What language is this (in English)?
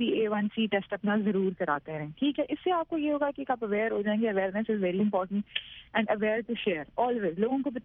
Urdu